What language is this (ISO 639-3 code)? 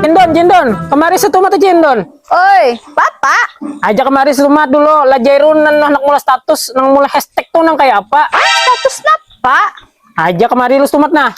bjn